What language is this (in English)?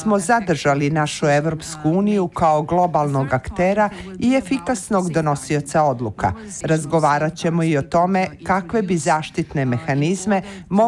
Bosnian